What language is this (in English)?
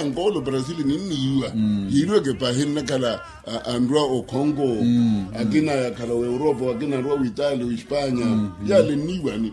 Makhuwa